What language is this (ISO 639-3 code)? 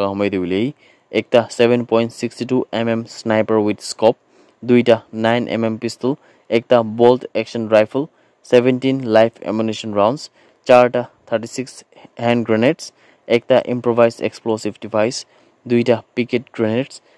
nag